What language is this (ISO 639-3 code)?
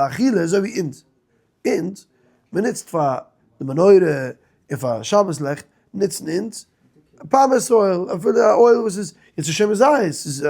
yid